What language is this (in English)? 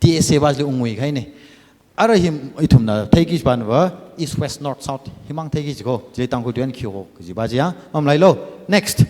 Tangkhul Naga (India)